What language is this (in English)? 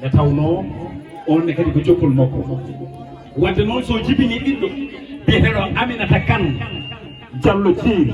Fula